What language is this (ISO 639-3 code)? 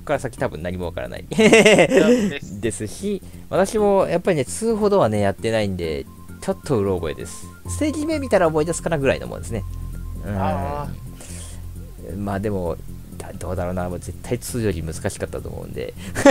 jpn